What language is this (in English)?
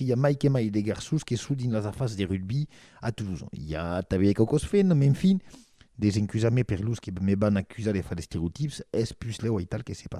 Occitan